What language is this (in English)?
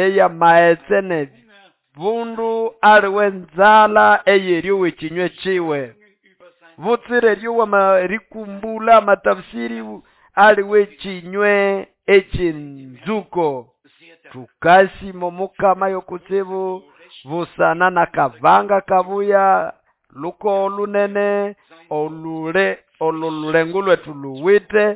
Nande